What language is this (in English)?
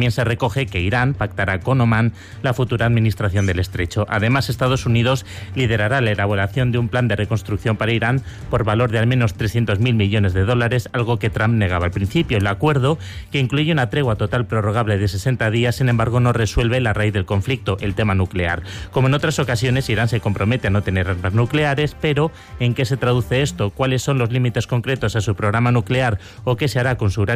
Spanish